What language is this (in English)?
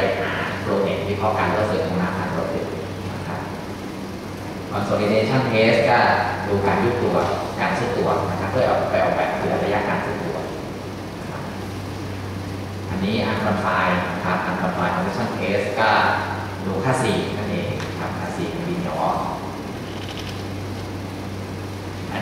Thai